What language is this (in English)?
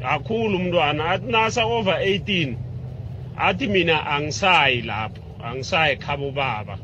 South Ndebele